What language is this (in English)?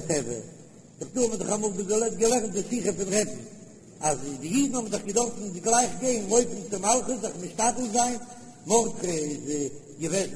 Yiddish